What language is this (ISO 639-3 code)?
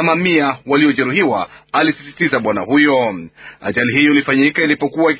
swa